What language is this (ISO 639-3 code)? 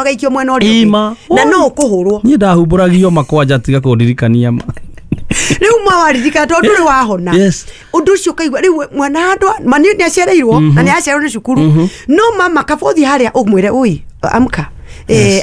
kik